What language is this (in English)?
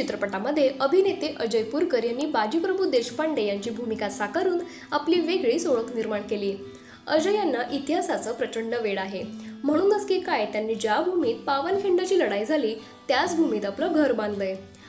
Marathi